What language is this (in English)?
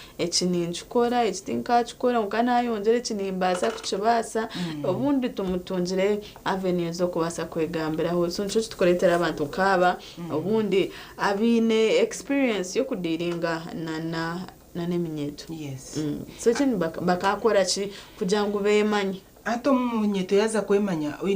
Nyankole